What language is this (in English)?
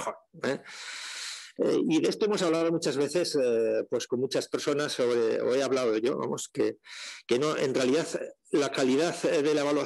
Spanish